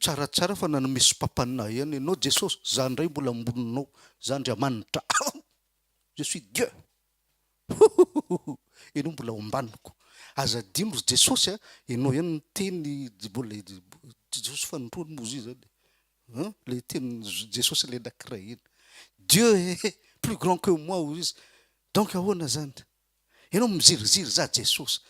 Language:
Malagasy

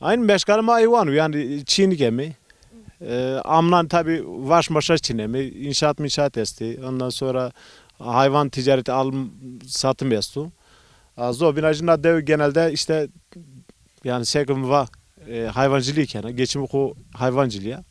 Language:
Zaza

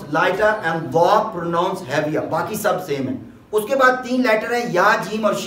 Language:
Urdu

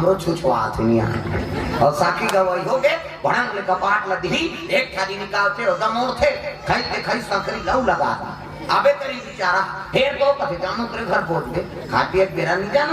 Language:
Chhattisgarhi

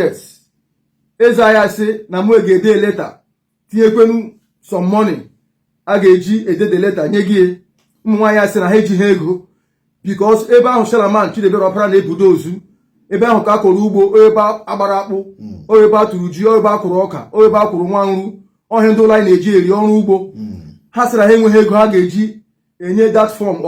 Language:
Igbo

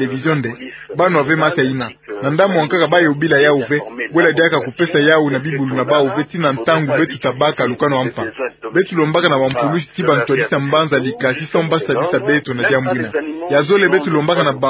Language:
Kituba (Democratic Republic of Congo)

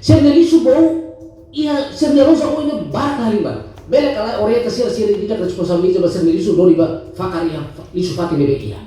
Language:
Tetum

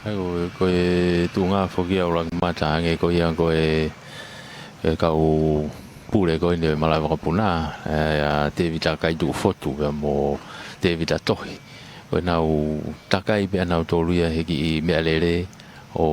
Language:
Tongan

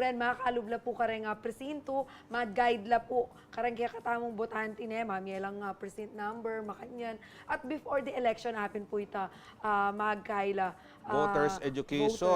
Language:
Pampanga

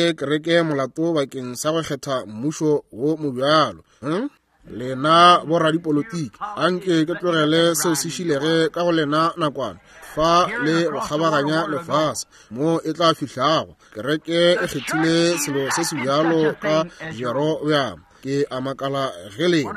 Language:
Northern Sotho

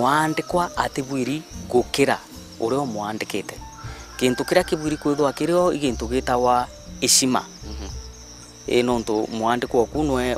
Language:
Meru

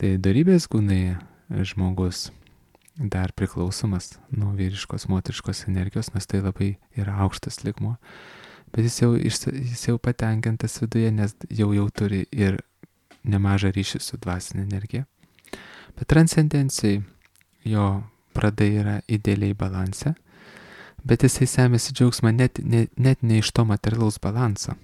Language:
Lithuanian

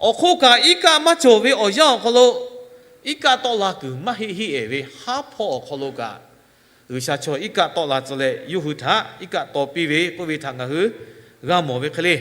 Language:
Lahu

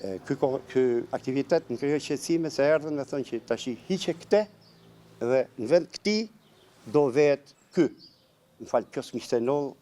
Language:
Albanian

